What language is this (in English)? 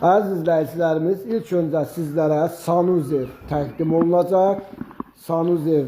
Azerbaijani